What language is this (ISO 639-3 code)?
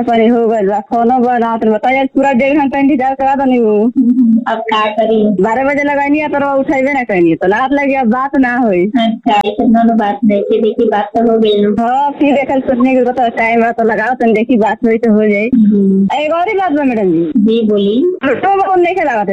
bho